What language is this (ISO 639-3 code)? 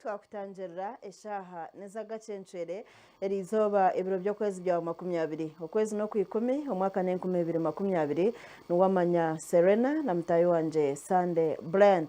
nyn